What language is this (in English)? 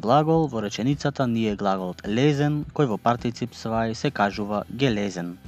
Macedonian